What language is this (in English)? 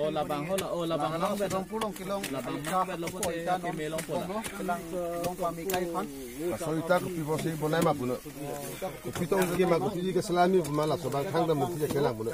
Karbi